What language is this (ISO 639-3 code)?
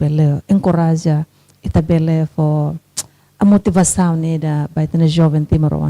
tet